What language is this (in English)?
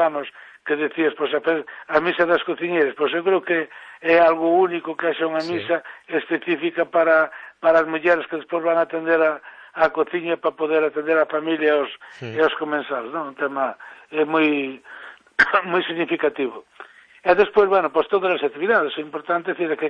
Galician